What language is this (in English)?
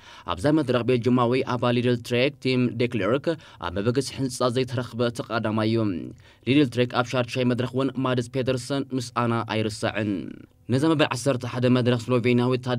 Tigrinya